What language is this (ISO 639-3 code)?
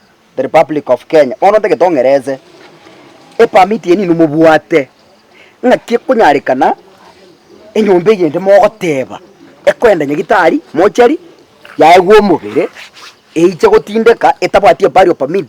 guz